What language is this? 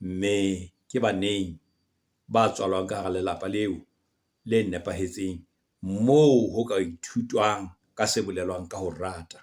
Southern Sotho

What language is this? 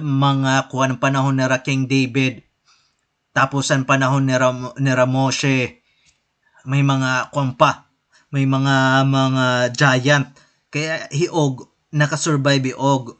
Waray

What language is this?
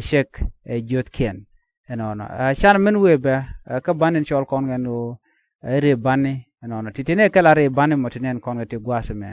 Nuer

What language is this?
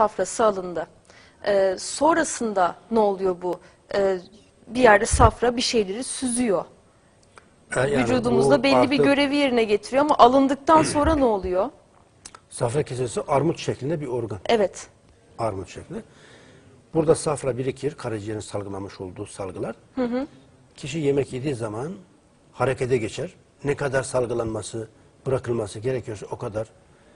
Turkish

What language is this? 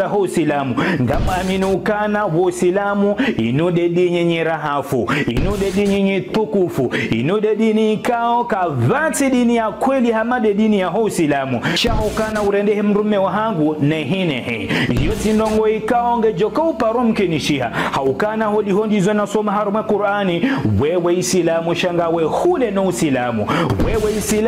Ngazidja Comorian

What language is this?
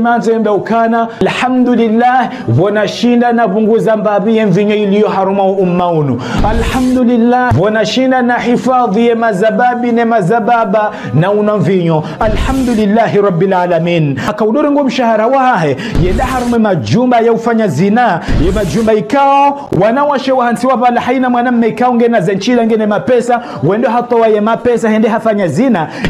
Ngazidja Comorian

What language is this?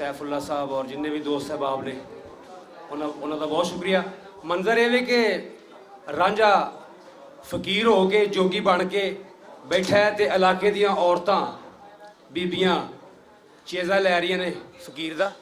Western Panjabi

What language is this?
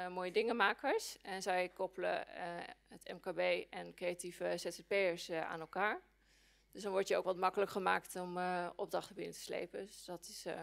Dutch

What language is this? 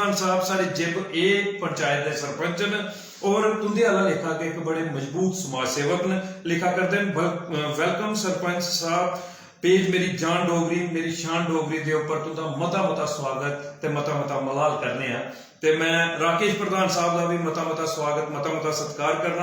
Dogri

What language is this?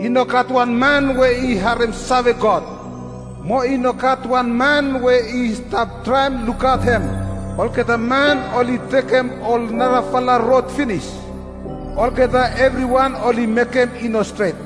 Bislama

